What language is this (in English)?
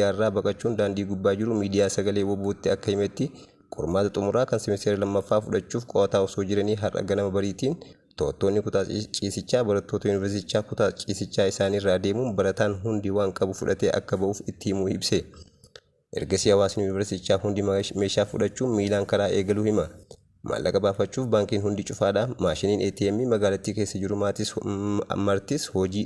Oromo